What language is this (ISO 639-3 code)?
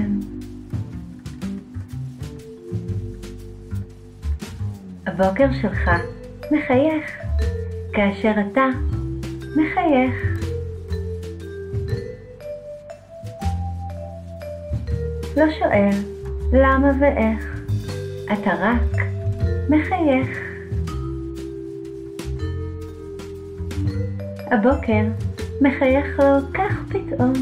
heb